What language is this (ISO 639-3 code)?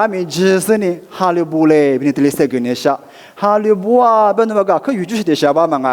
lis